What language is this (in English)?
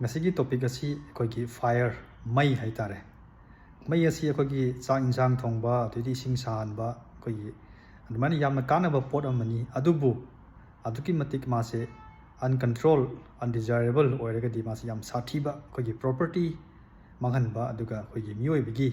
Manipuri